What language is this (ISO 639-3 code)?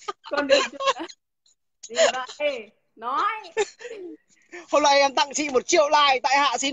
vie